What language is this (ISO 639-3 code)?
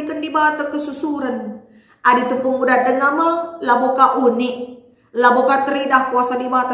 btx